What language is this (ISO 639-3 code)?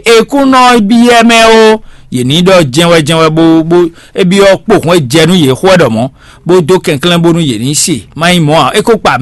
fon